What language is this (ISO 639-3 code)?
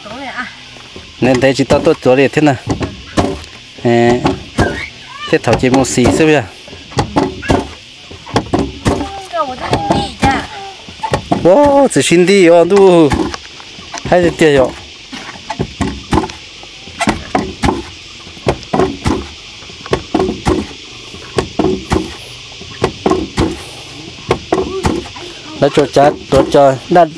vie